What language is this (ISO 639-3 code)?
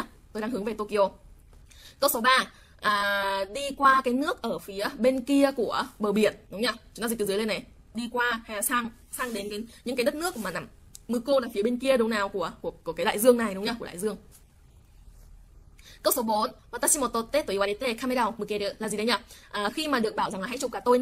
vie